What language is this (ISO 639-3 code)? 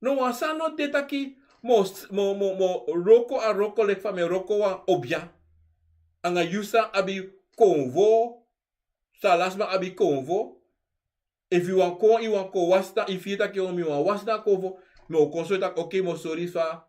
srn